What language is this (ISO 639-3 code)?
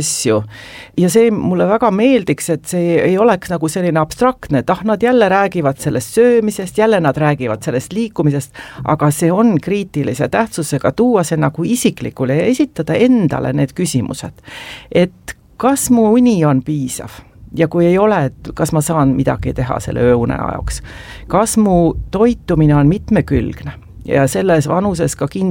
est